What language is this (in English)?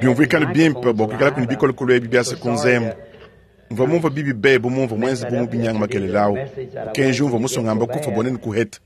Luba-Lulua